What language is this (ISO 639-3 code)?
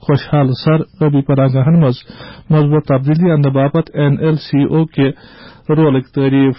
kas